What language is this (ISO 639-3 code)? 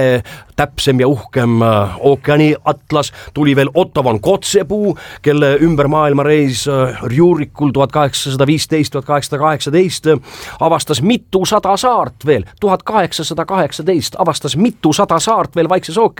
est